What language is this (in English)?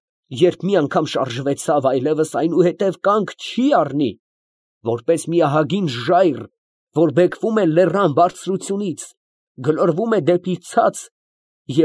Armenian